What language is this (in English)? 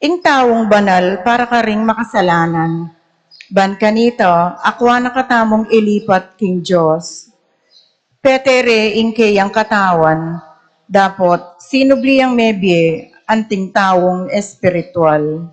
Pampanga